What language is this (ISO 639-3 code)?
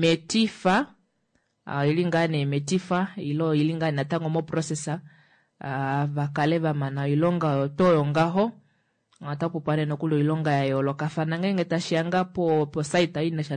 kua